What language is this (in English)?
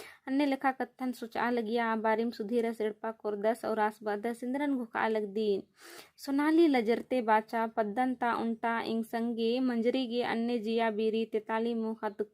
Kurukh